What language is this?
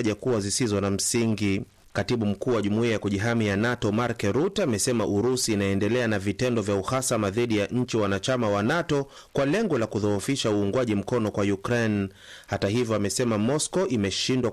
Swahili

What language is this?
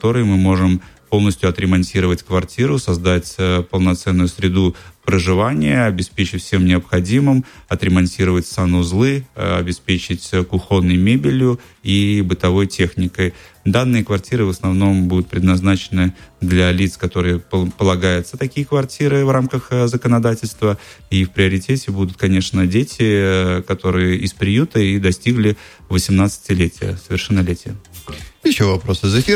Russian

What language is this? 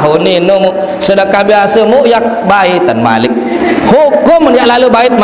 Sasak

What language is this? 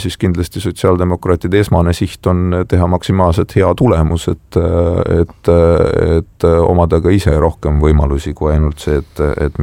Estonian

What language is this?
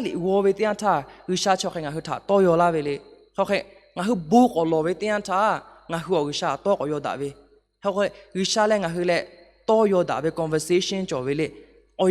Lahu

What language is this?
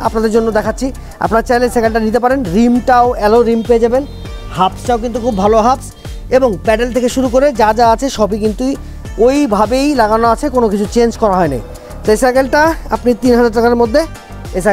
Bangla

